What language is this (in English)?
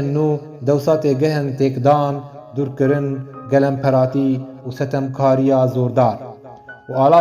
Kurdish